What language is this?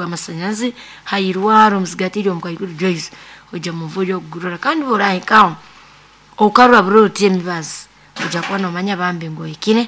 Nyoro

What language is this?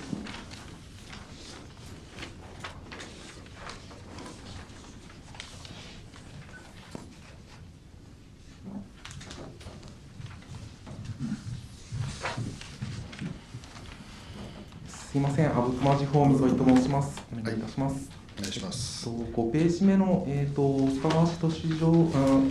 Japanese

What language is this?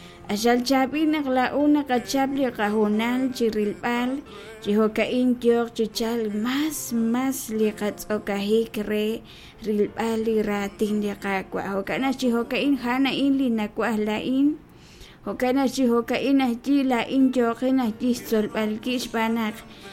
Kekchí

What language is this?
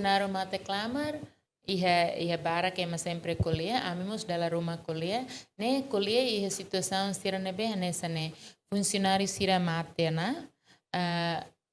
Tetum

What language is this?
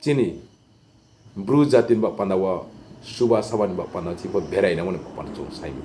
Riang (India)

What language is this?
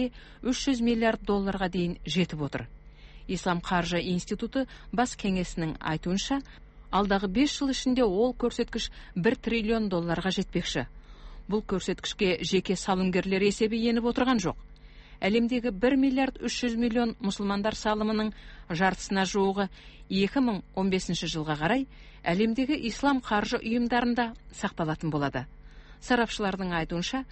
Kazakh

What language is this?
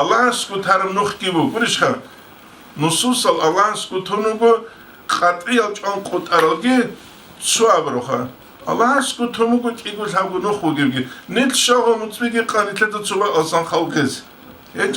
Avaric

